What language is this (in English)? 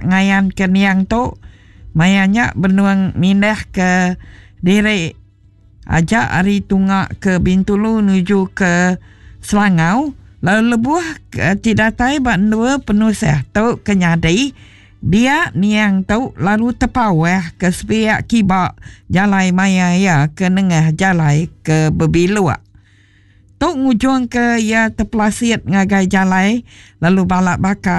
Iban